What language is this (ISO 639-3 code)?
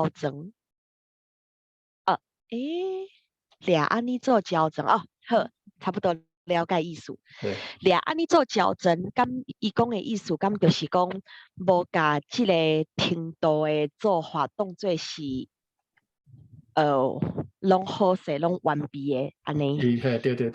nan